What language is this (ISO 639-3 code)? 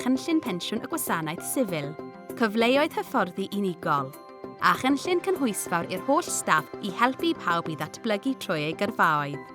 cym